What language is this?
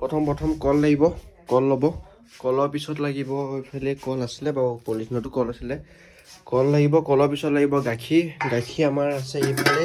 Assamese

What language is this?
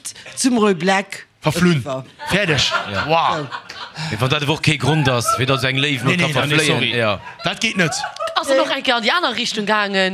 Luxembourgish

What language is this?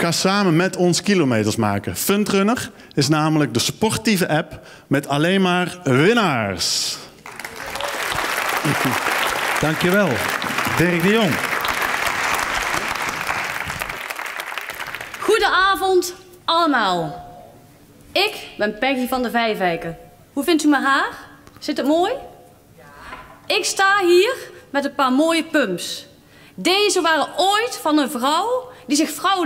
Dutch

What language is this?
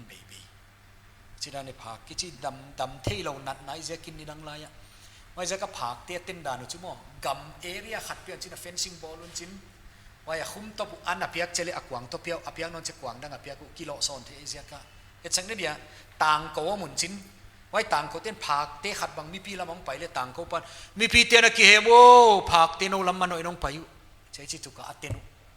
Paite Chin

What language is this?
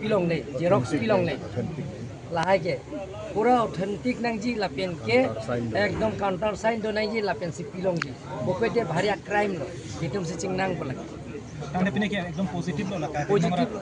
Karbi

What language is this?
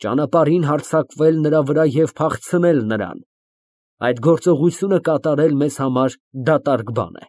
Armenian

